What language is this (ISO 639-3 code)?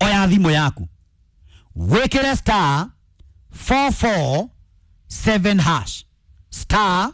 kik